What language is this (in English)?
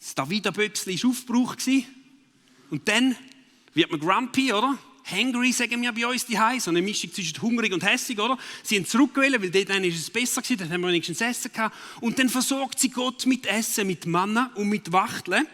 Swiss German